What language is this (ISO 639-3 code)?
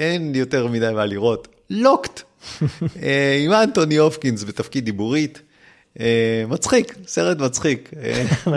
heb